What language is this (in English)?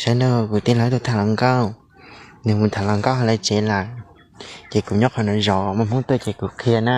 Hmong